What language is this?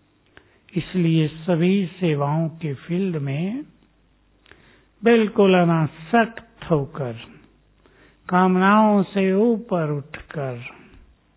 Hindi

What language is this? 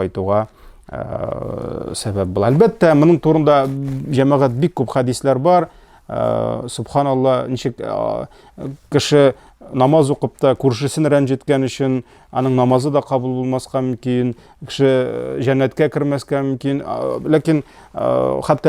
Tatar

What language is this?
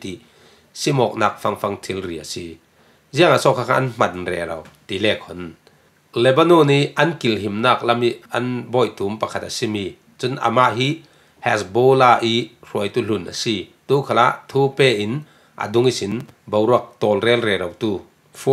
Falam Chin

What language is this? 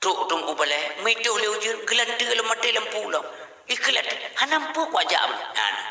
Achinese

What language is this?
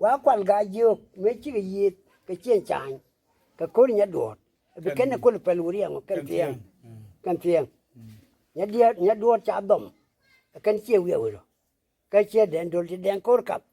Nuer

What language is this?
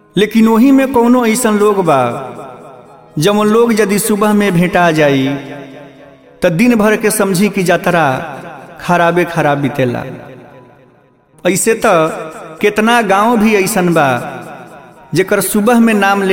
Bhojpuri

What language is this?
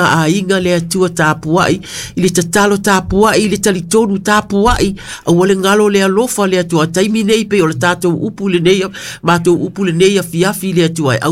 Samoan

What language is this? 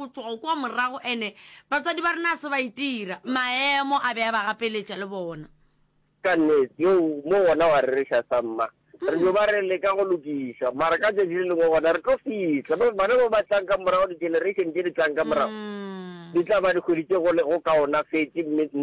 Northern Sotho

